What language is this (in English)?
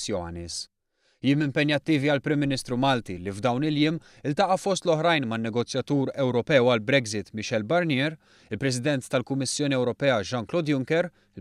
Maltese